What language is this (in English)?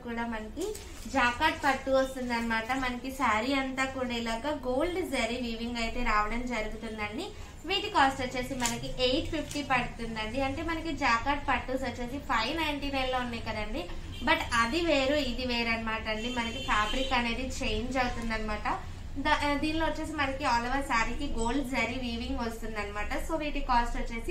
Telugu